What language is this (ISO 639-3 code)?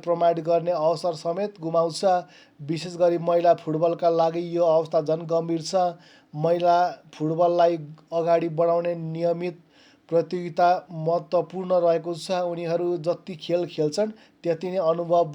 nep